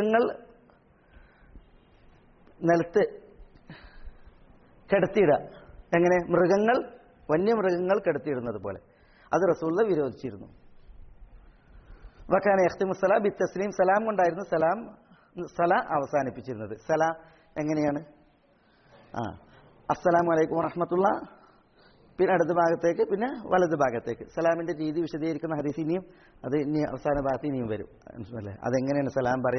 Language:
Malayalam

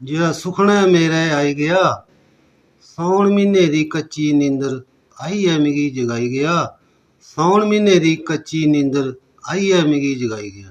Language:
Dogri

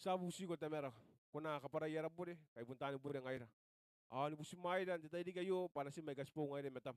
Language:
Gilbertese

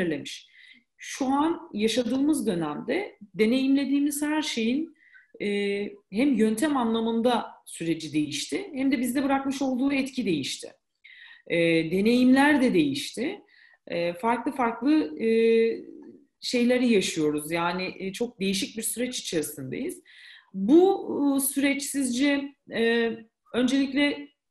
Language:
Turkish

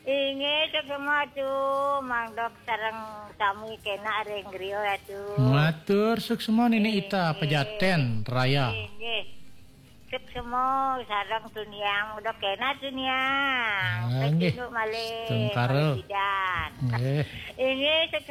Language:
Balinese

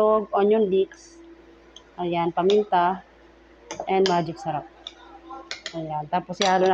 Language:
Filipino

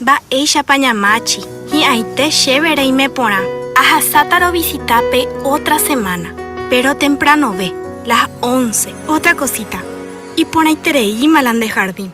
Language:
Guarani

